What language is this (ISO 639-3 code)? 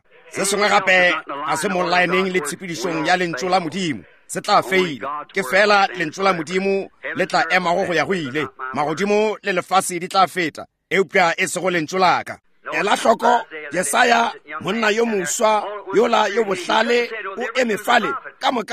nso